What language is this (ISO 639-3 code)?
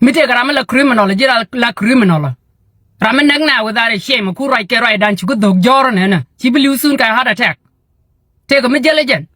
nus